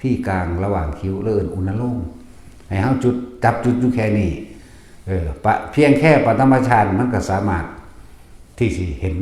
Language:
Northeastern Thai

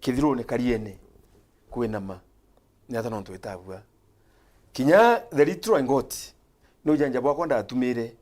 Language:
Meru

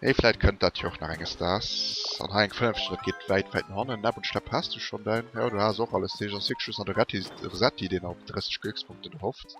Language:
Luxembourgish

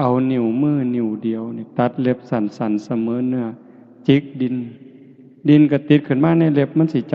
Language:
Northeastern Thai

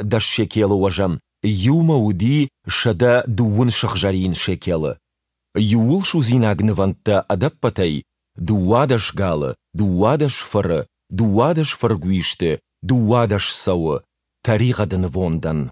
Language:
Ossetic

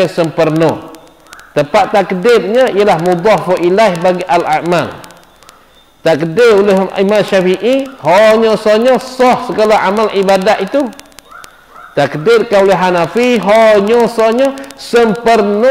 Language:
Malay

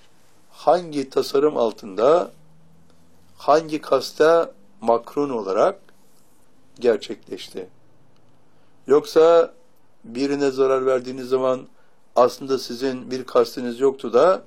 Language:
Turkish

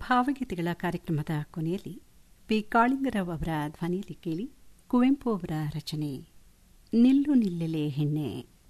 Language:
Kannada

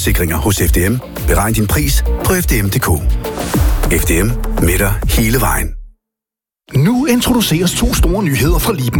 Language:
Danish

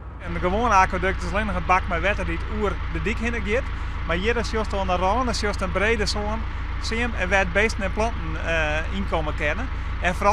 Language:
Western Frisian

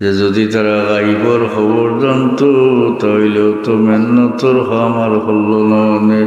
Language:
Sylheti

